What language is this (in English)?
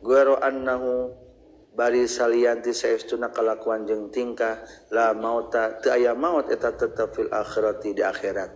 Sundanese